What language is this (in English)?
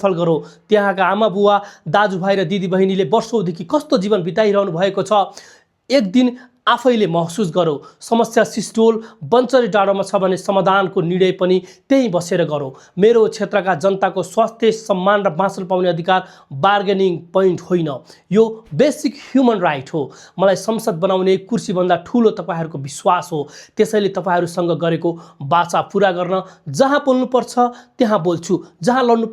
Nepali